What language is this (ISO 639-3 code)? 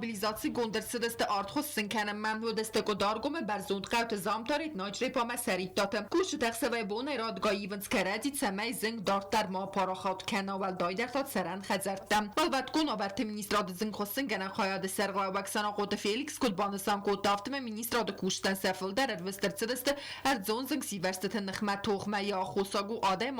oss